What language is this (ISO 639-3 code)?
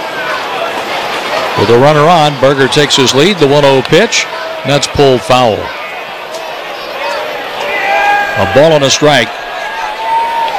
eng